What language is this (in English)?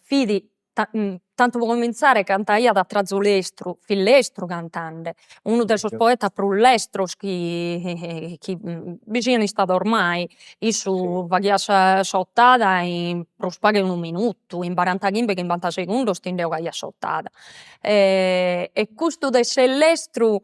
Sardinian